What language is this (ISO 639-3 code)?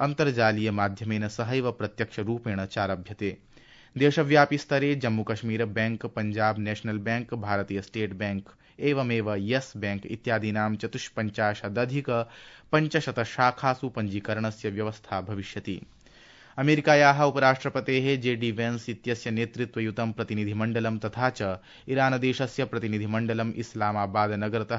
san